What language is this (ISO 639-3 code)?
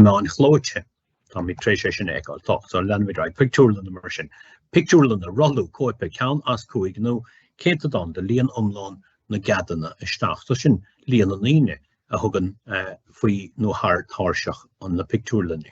gle